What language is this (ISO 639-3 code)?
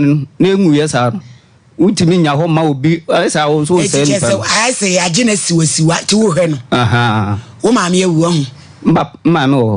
aka